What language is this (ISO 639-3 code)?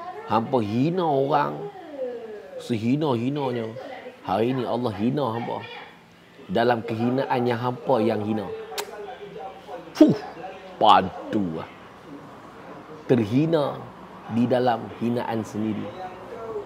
msa